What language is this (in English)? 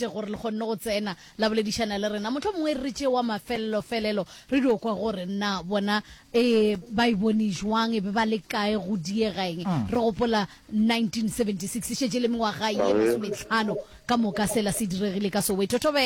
Northern Sotho